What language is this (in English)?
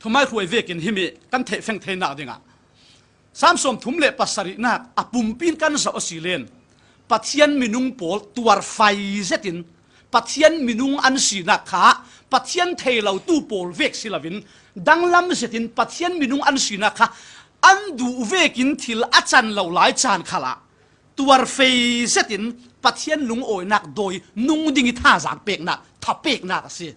Falam Chin